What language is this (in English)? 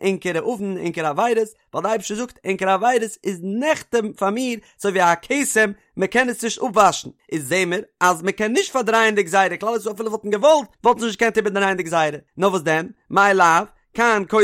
Yiddish